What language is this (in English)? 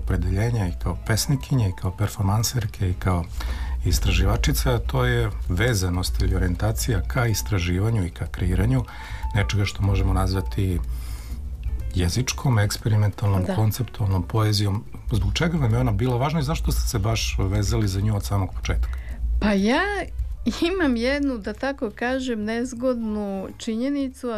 Serbian